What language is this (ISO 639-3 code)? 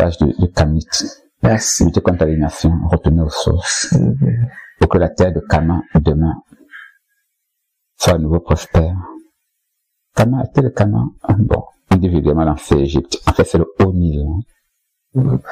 fra